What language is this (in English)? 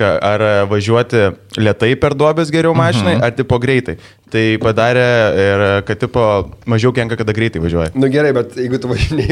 Lithuanian